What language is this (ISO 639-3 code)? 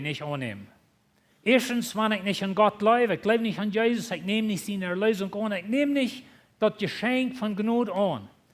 pdt